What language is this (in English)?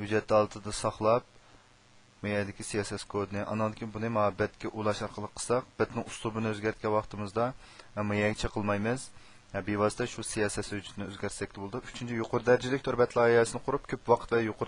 Uyghur